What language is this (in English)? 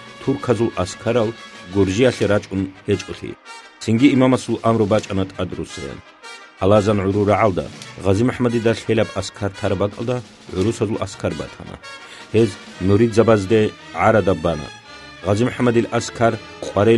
Avaric